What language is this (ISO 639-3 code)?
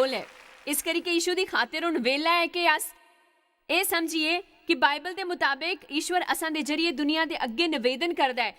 doi